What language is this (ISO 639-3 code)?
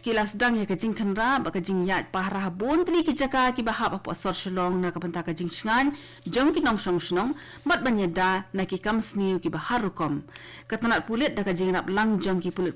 kha